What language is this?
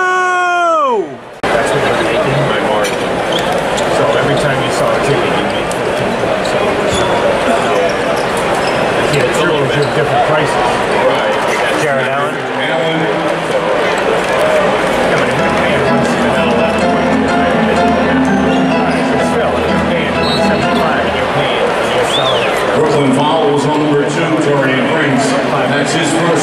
English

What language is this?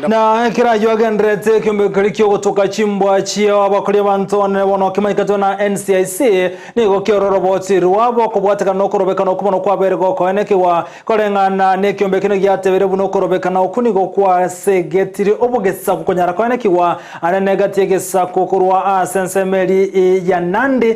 Gusii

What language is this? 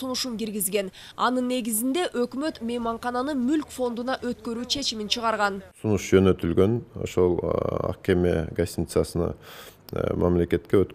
Kyrgyz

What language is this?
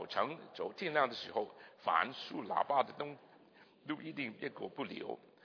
Chinese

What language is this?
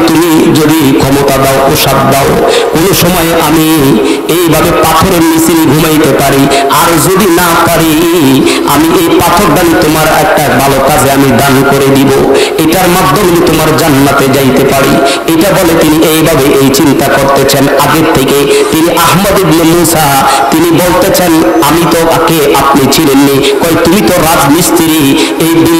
Bangla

